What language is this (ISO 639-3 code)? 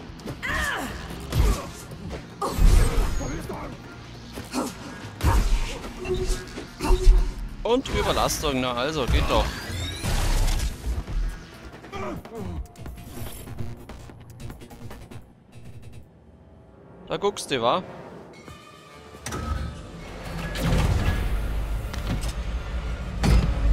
deu